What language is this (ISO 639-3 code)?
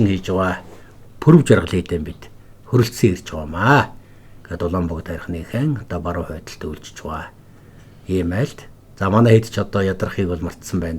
mon